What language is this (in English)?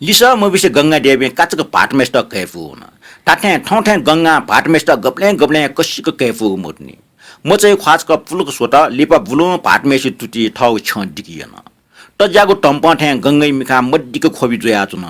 Newari